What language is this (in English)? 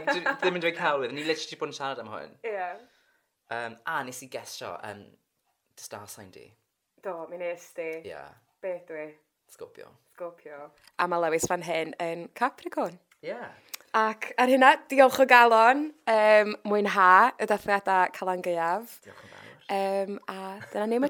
Welsh